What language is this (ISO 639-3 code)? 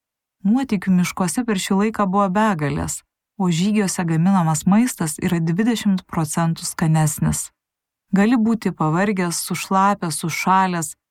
lit